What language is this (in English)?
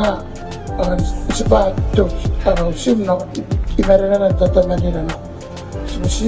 Gilbertese